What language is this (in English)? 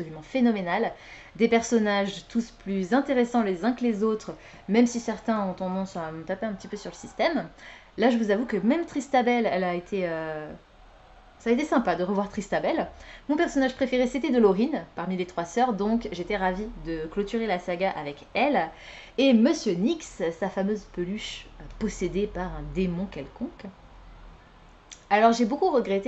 French